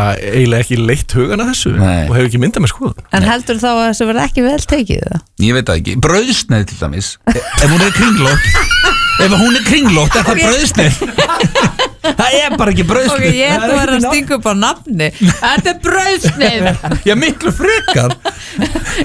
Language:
Icelandic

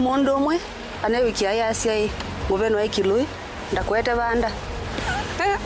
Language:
Kamba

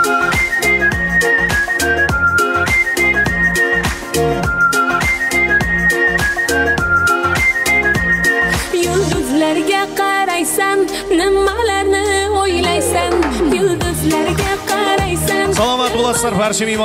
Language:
Kara-Kalpak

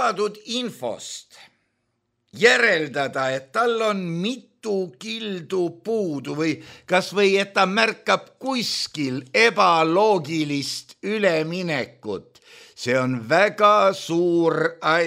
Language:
Estonian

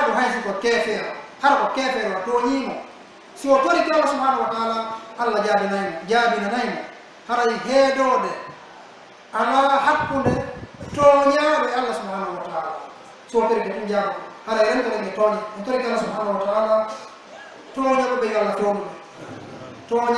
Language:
Pular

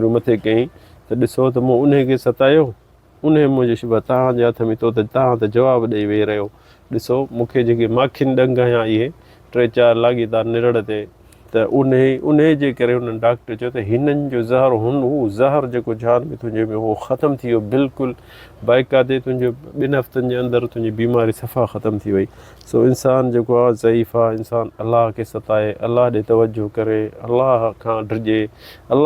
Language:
Sindhi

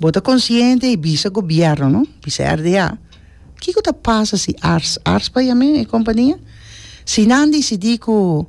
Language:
Papiamento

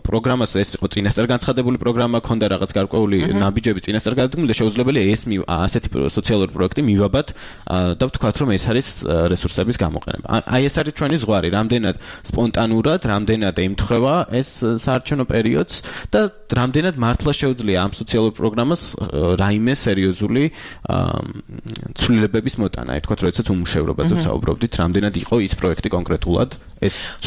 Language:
Georgian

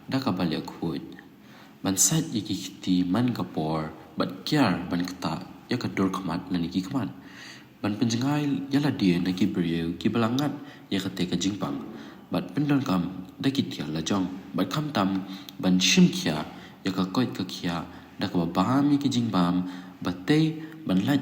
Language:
Khasi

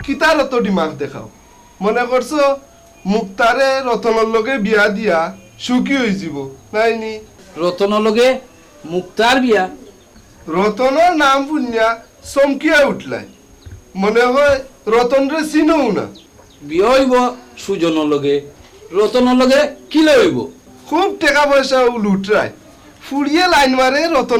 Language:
Sylheti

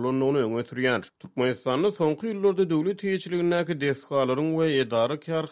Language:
Turkmen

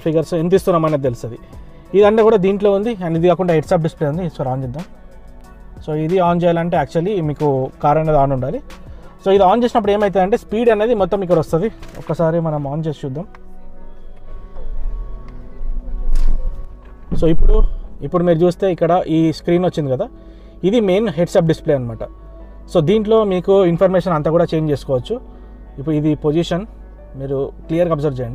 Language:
Telugu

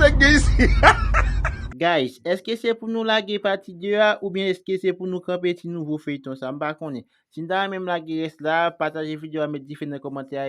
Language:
Haitian Creole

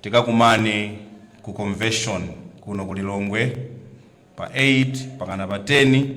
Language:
Nyanja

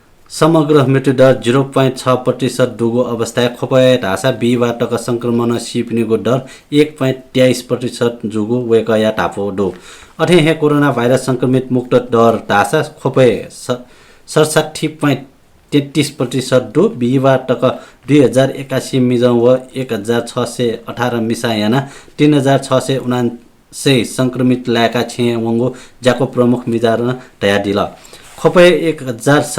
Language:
Newari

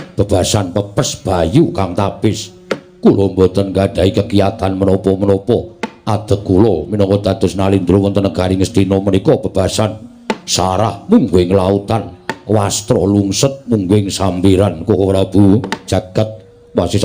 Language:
Javanese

